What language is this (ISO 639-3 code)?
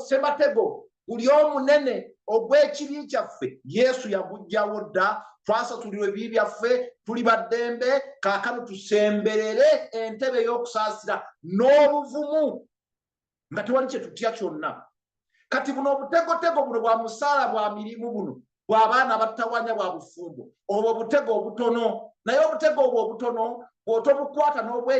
lug